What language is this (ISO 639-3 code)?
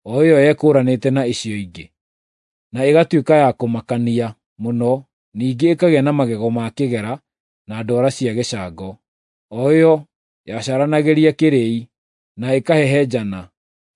kik